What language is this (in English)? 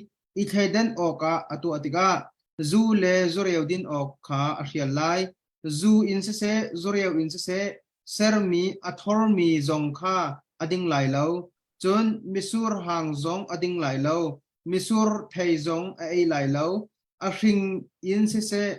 Hakha Chin